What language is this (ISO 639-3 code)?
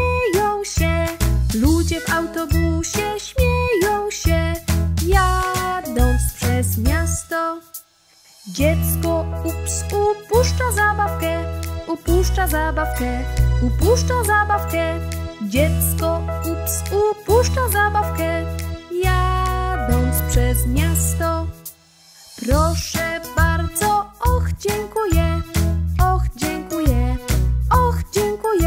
pol